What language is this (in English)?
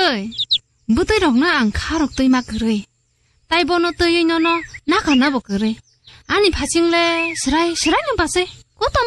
Kok Borok